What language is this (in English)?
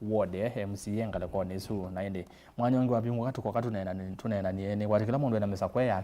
Kamba